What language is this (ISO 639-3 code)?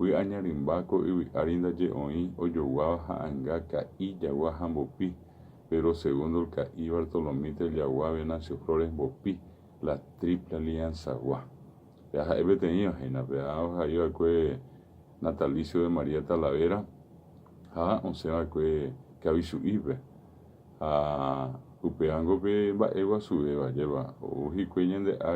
grn